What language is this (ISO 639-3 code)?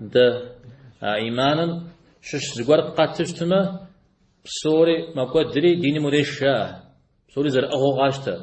kbd